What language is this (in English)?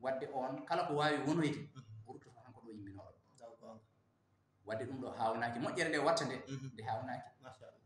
Fula